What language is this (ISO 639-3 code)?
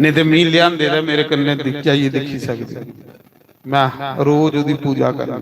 doi